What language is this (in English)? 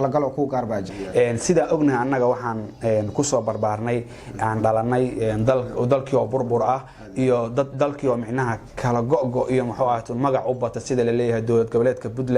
Somali